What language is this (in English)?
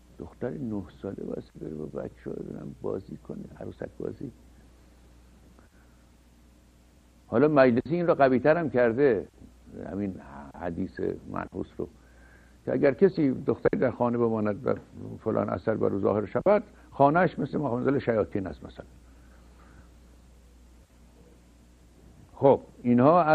Persian